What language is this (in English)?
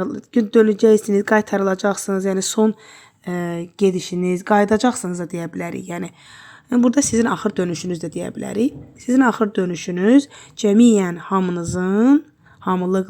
Azerbaijani